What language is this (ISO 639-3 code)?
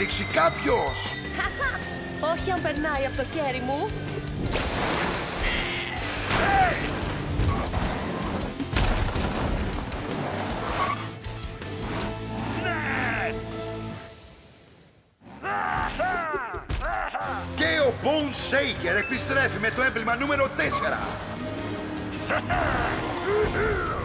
ell